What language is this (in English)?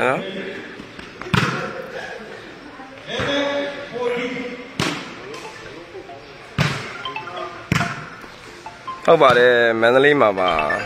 Burmese